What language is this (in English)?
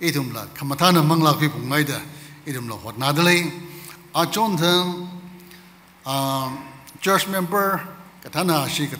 Tangkhul Naga (India)